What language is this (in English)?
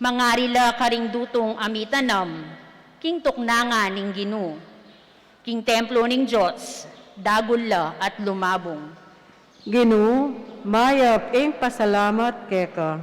Pampanga